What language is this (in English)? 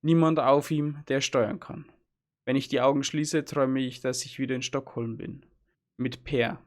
Bavarian